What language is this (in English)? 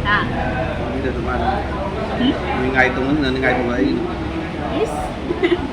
Manipuri